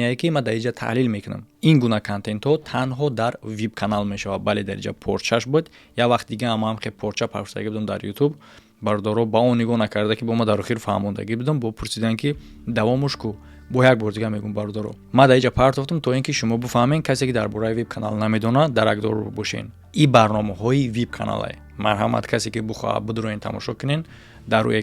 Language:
Tajik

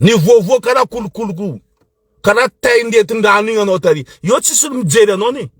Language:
Malagasy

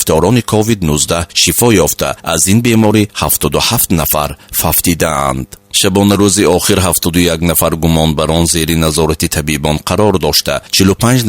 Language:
Tajik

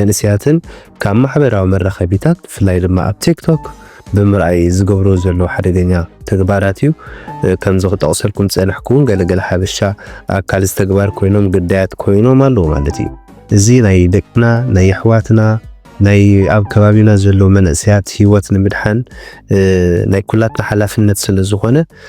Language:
Tigrinya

